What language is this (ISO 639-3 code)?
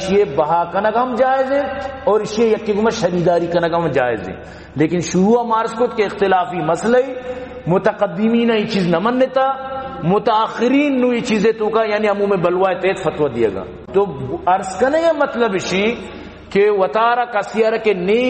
bal